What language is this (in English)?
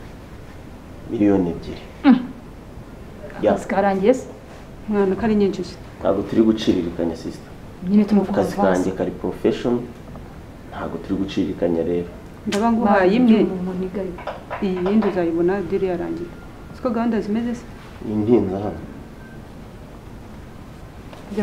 Kinyarwanda